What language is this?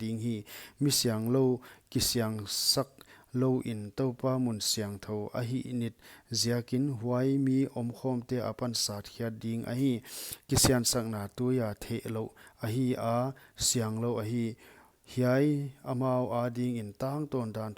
Paite Chin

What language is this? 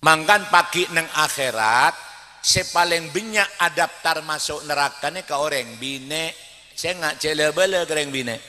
Madurese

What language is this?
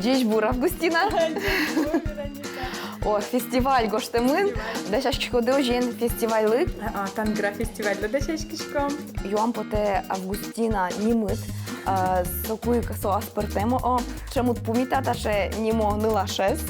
Udmurt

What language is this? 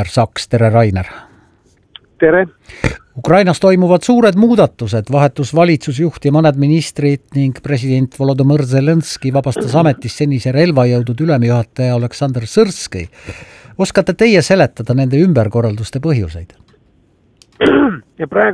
Estonian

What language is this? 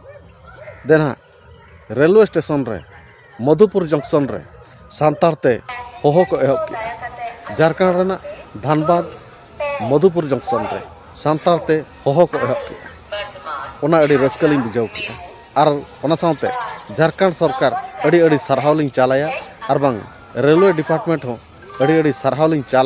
Santali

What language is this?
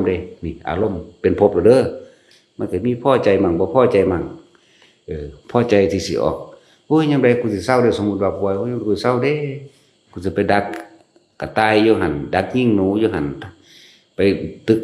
Northeastern Thai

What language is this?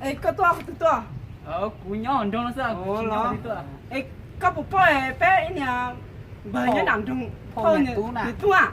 Hmong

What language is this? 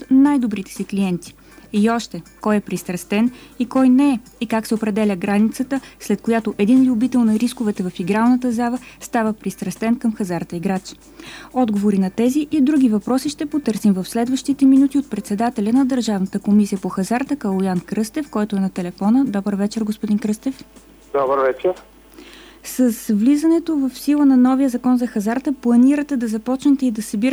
Bulgarian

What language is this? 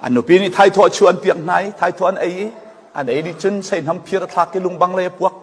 Falam Chin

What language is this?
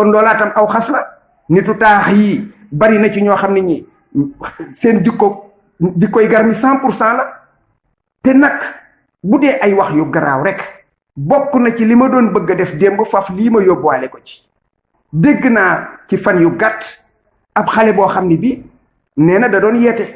Wolof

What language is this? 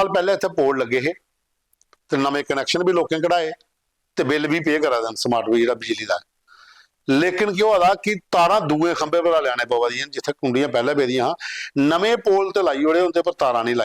Dogri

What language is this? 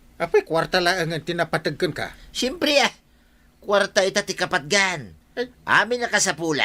Iloko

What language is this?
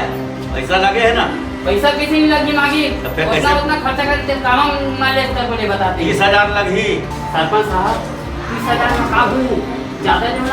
Chhattisgarhi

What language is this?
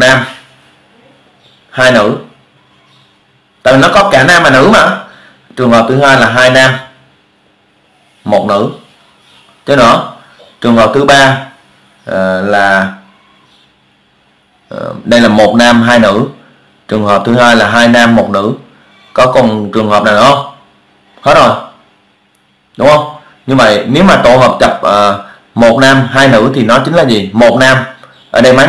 Vietnamese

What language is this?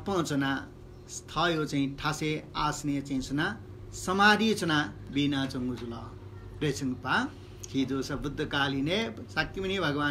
Newari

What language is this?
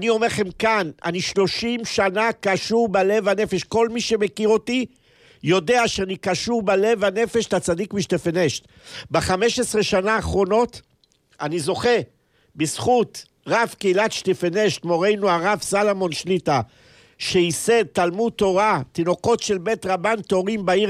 Hebrew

